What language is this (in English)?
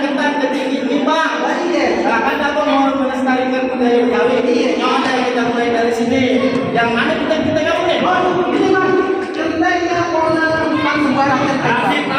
Betawi